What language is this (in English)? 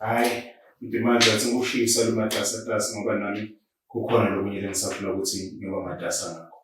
Zulu